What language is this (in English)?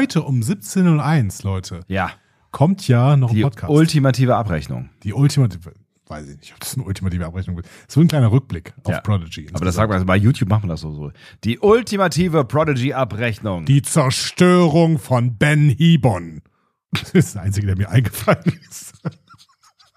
German